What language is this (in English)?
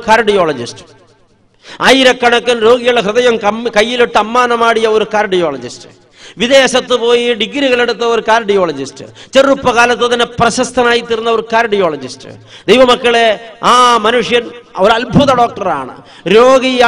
Malayalam